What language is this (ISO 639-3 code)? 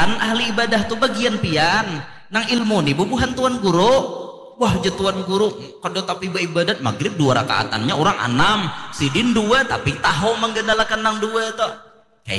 bjn